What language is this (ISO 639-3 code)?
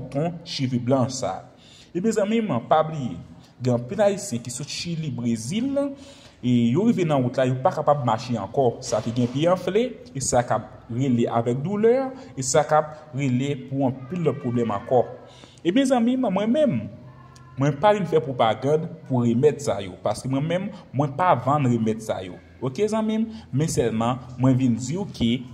hat